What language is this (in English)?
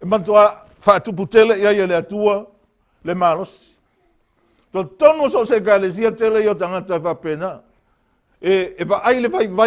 Samoan